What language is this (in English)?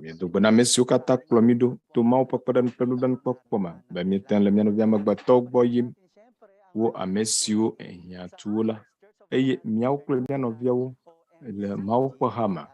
Ewe